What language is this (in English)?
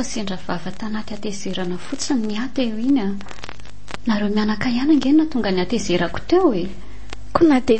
Malagasy